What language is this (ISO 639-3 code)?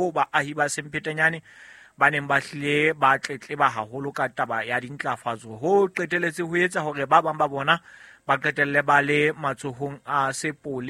sot